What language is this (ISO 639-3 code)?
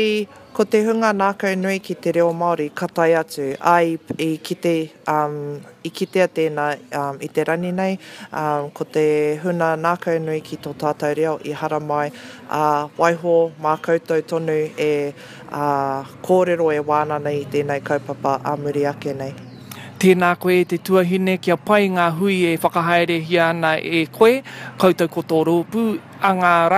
mri